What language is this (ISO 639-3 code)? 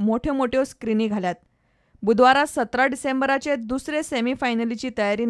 kok